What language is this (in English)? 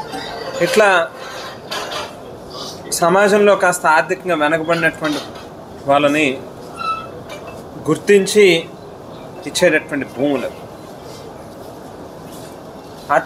Telugu